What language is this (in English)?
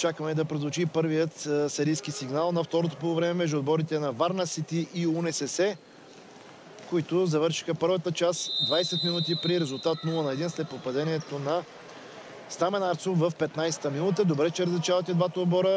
Bulgarian